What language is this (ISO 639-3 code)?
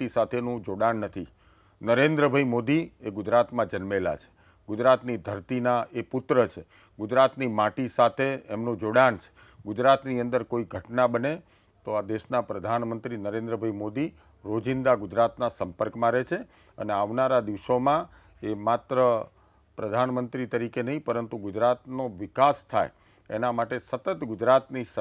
guj